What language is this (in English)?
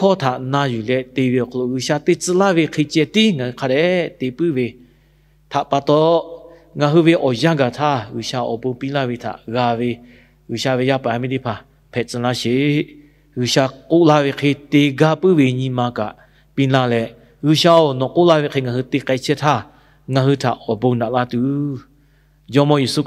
Lahu